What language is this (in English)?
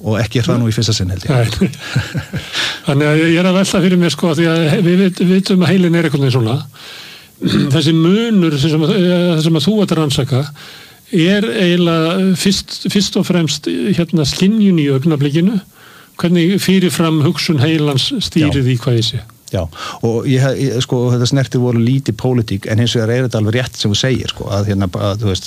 Icelandic